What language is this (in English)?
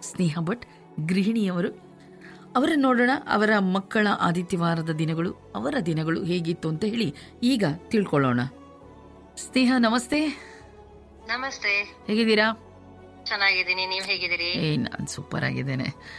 Kannada